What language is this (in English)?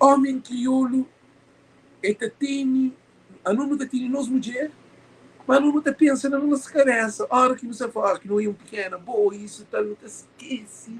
Kabuverdianu